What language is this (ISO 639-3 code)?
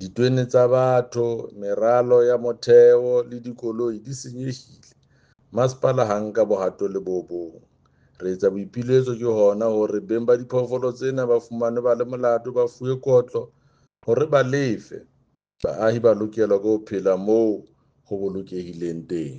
sot